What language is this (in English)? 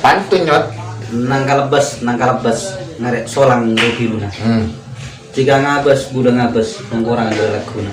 Madurese